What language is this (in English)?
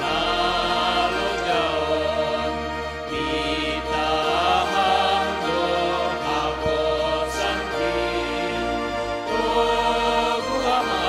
Batak Simalungun